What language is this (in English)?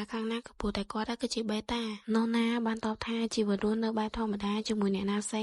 Khmer